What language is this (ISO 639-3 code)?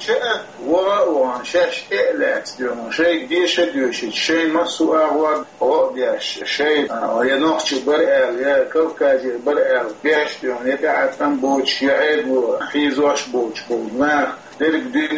che